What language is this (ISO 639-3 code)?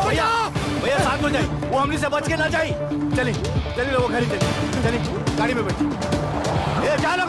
bho